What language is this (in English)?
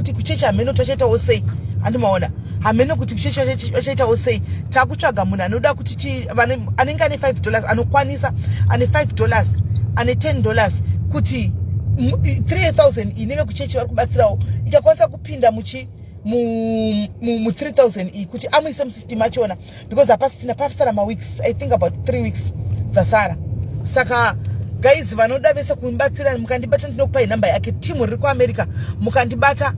Shona